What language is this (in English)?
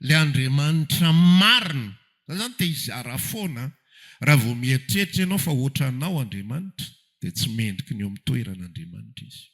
Malagasy